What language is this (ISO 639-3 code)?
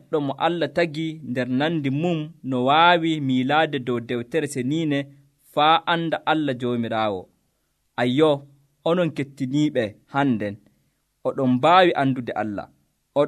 fuv